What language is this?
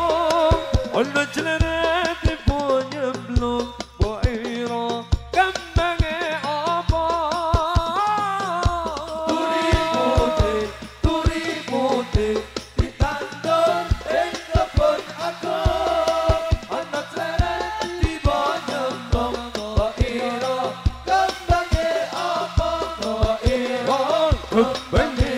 Javanese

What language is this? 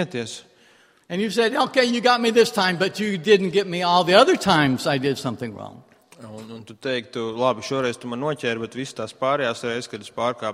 Latvian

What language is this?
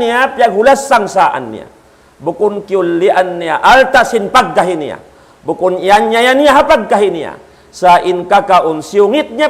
Tausug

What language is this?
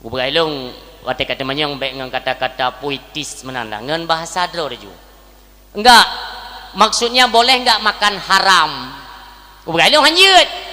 Achinese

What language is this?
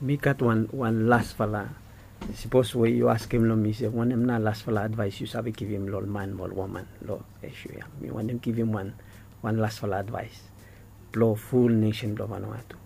Bislama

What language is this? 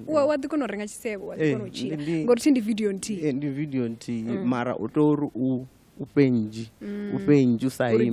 Venda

